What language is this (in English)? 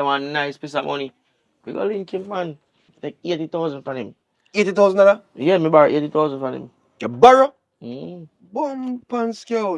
Jamaican Creole English